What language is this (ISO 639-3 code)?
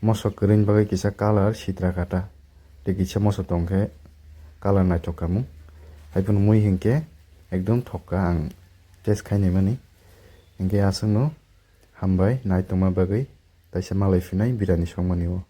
trp